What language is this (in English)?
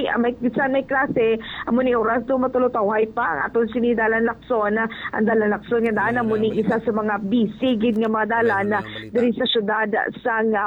Hiligaynon